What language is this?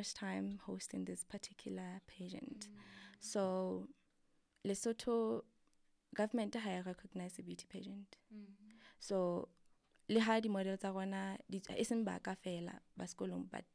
Southern Sotho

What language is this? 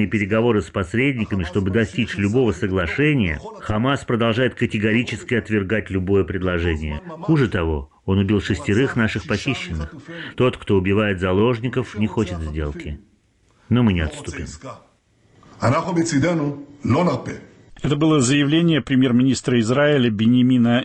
Russian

